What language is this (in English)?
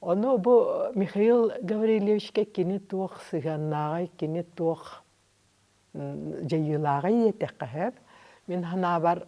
Yakut